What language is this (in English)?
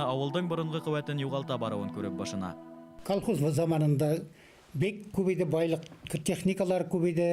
Bashkir